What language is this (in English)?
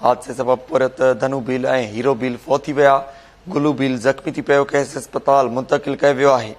Sindhi